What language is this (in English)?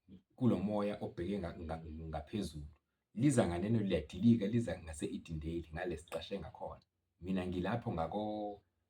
Zulu